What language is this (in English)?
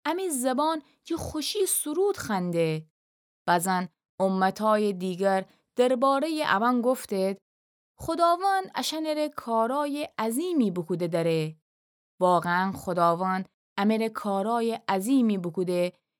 Gilaki